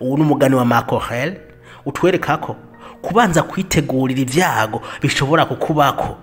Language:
Rundi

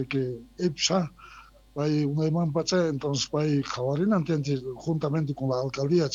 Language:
South Bolivian Quechua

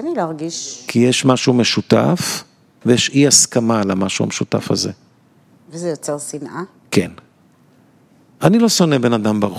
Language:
Hebrew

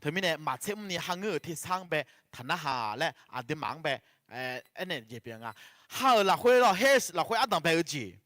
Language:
Akha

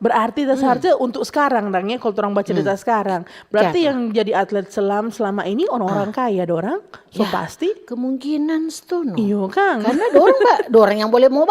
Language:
Manado Malay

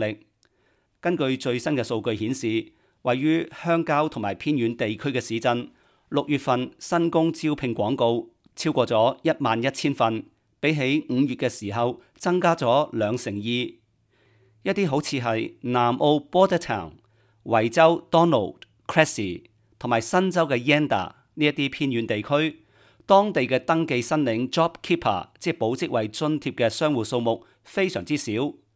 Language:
Cantonese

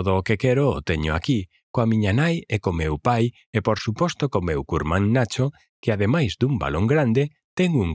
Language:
Galician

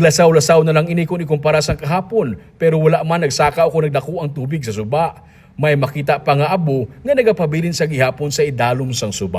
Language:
Hiligaynon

